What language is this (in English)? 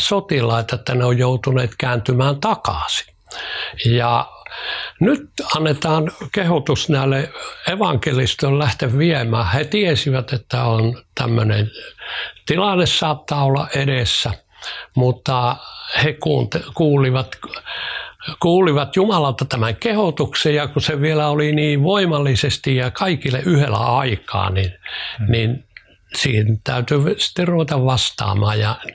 Finnish